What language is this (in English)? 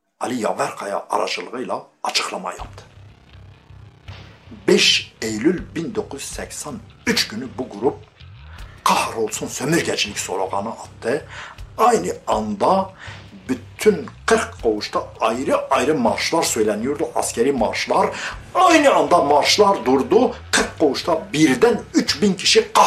Turkish